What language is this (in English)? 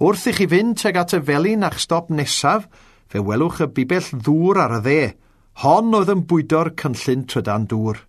Welsh